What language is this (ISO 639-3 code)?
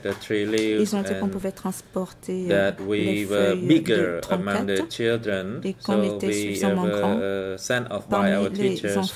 fra